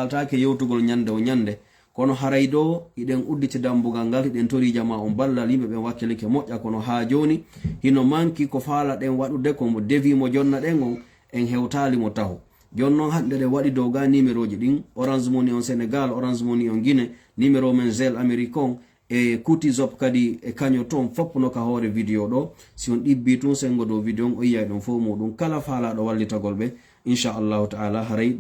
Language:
Fula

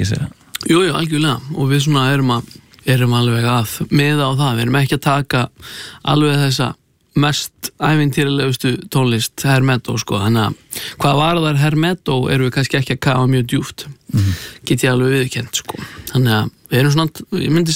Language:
Icelandic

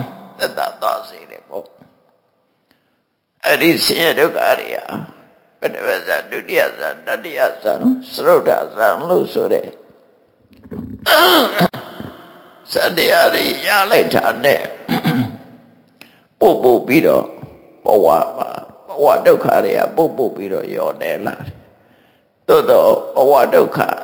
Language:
Burmese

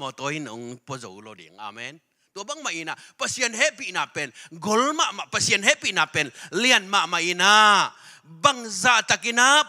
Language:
Tedim Chin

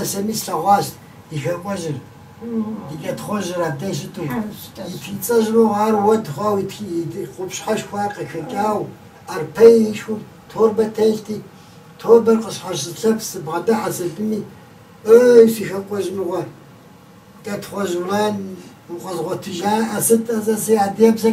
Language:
Kabardian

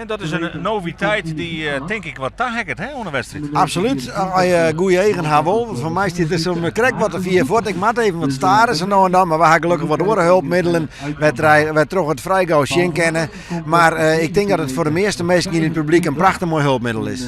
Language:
Western Frisian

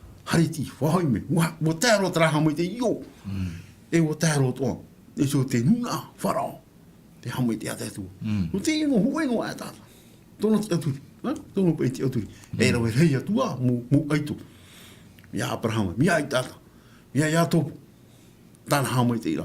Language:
Tahitian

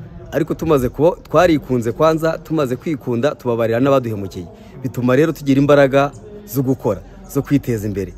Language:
Kinyarwanda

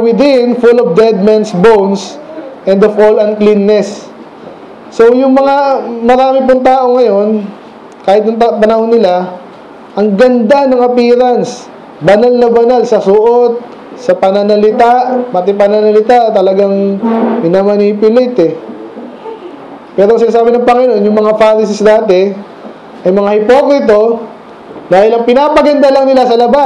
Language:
Filipino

